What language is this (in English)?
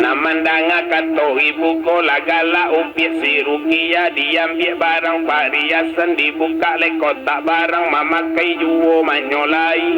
Minangkabau